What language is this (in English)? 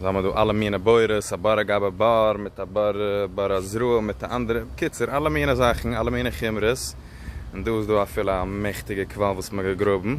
Yiddish